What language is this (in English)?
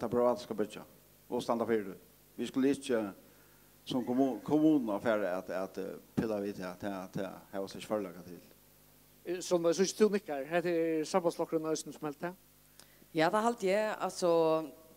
Faroese